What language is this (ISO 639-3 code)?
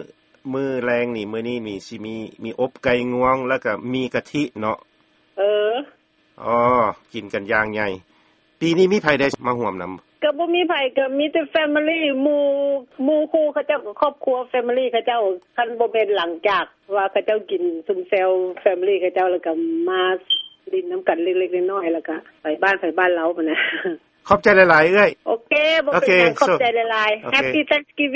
lao